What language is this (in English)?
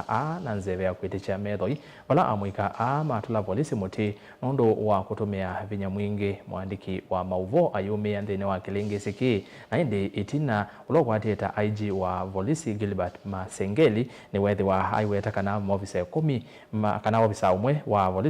Kamba